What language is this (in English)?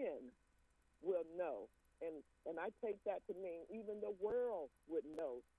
English